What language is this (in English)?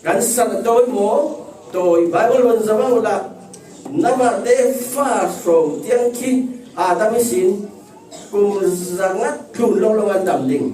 Falam Chin